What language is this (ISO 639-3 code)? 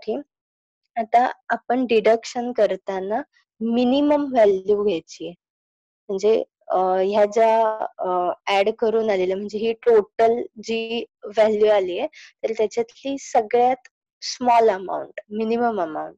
mar